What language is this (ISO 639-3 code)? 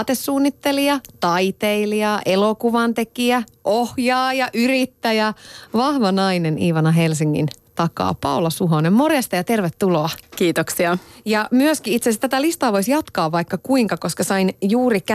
fin